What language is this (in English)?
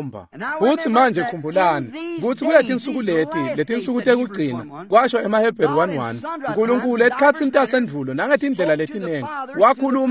Swati